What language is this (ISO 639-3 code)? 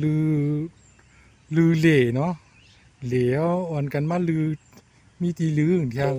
shn